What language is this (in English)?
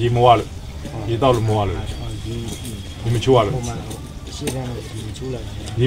Burmese